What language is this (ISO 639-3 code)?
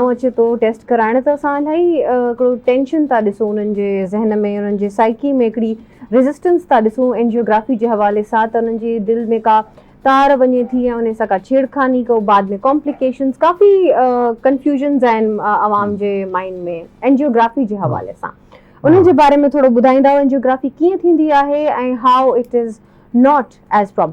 snd